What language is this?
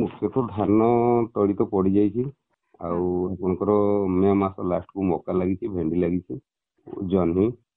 Odia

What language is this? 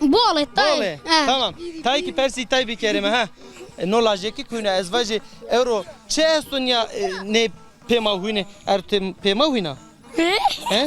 Zaza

